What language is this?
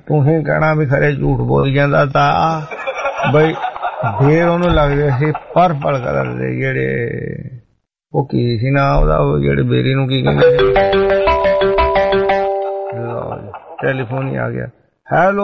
Punjabi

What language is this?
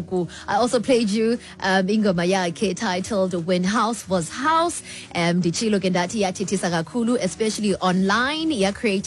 Xhosa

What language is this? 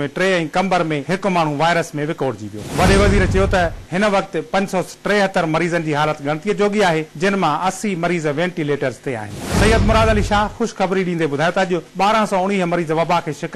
Sindhi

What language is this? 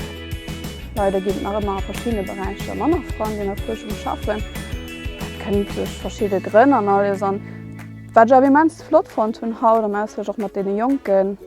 Luxembourgish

